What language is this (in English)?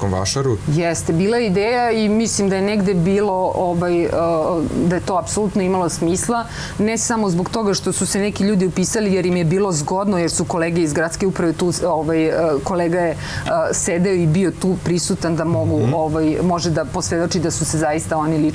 Serbian